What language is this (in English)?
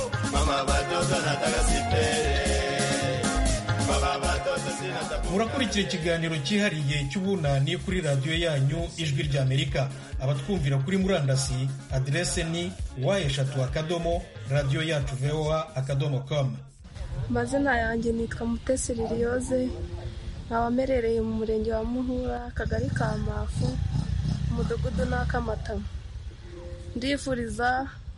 Kinyarwanda